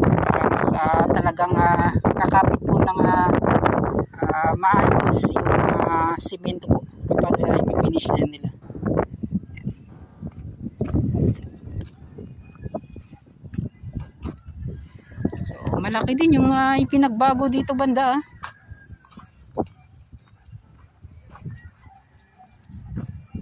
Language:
Filipino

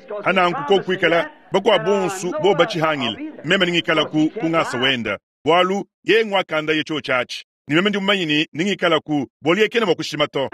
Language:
Luba-Lulua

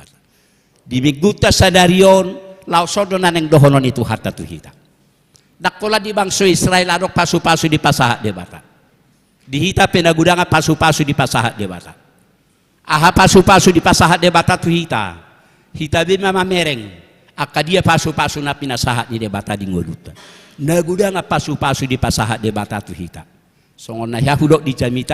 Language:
Batak Toba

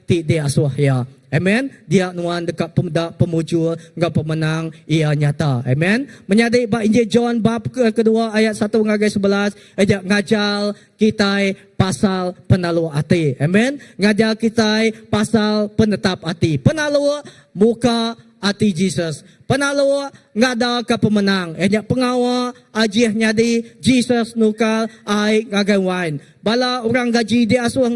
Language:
Iban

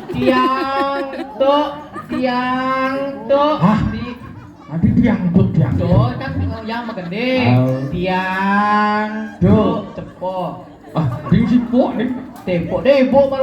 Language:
Balinese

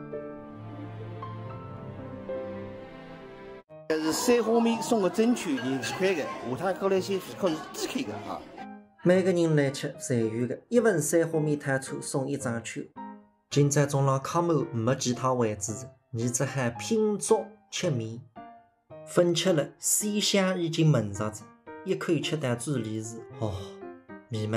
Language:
Wu Chinese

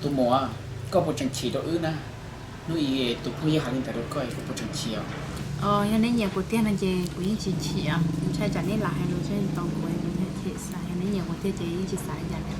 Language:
Hmong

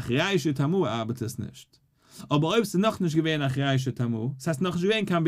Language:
Yiddish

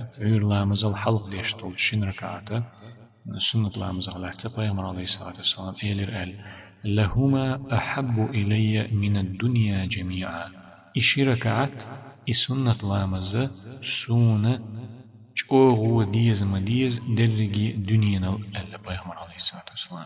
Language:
Chechen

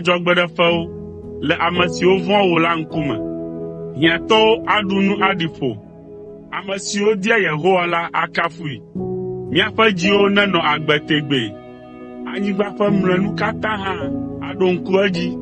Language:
Ewe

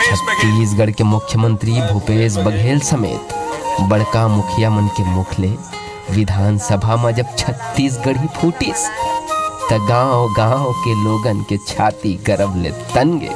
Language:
Chhattisgarhi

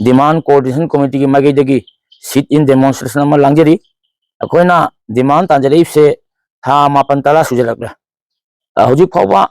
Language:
Manipuri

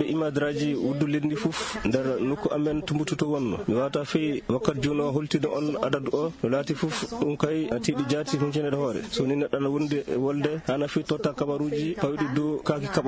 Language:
Fula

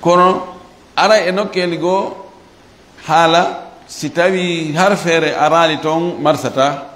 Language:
Fula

